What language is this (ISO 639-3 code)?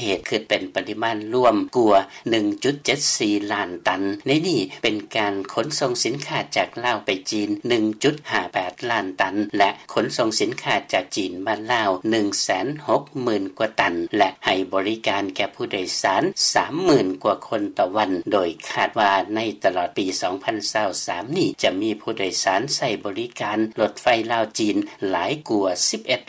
lao